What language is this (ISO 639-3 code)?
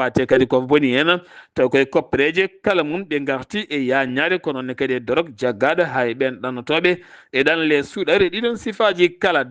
ful